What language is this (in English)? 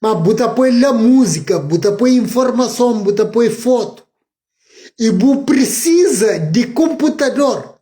Kabuverdianu